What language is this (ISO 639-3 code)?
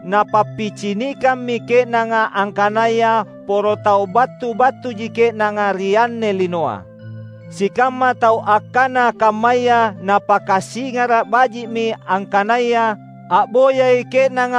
mak